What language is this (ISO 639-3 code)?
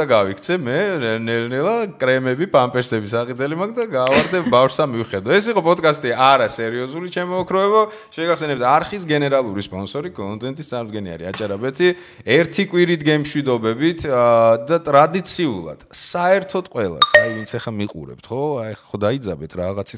kat